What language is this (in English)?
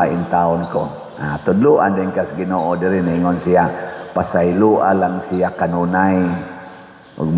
Cebuano